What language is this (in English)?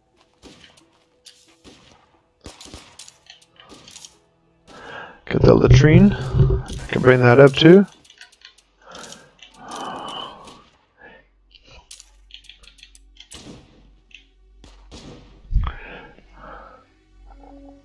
English